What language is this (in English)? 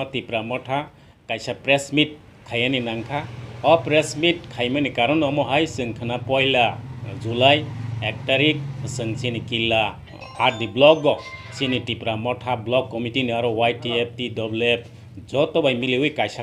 Kok Borok